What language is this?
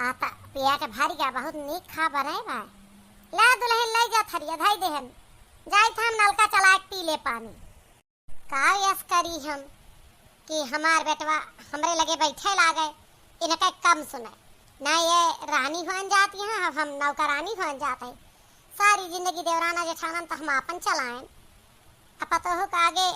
Awadhi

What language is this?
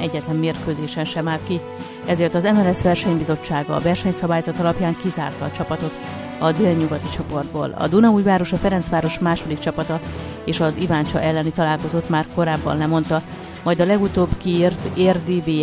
Hungarian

